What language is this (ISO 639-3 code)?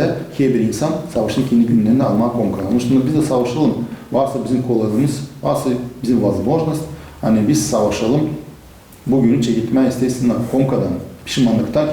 gag